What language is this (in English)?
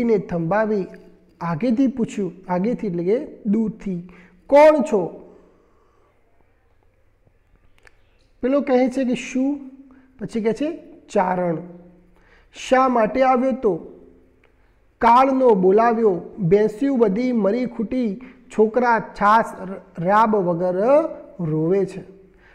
Gujarati